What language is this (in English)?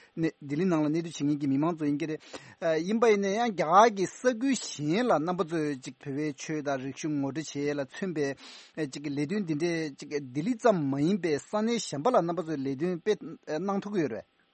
Tibetan